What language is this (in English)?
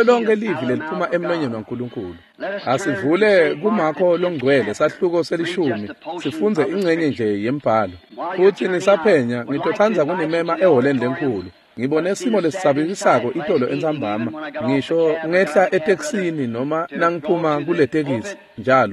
Swati